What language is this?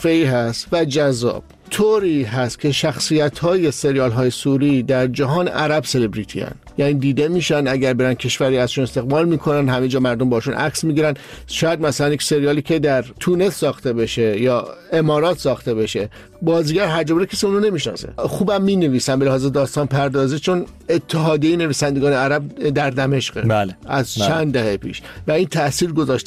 Persian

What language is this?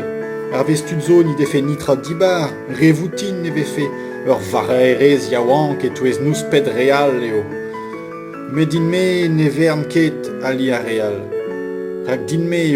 Breton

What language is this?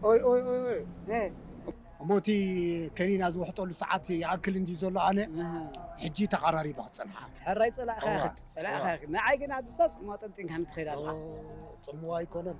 Tigrinya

